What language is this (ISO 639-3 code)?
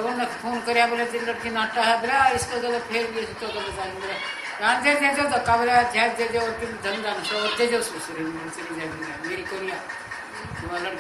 bgc